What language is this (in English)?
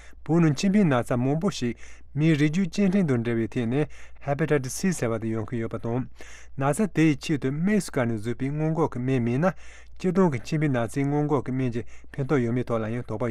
Tibetan